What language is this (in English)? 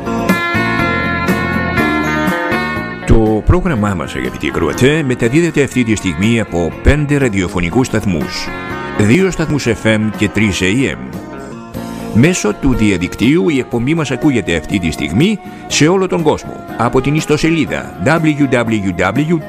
Greek